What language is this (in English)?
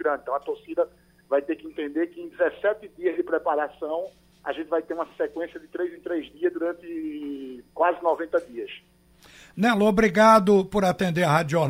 Portuguese